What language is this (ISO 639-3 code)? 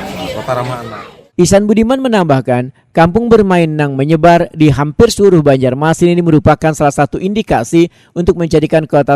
bjn